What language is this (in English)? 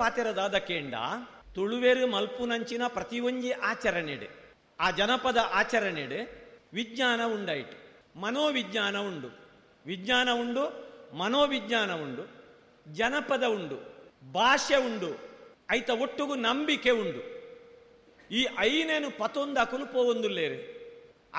Tulu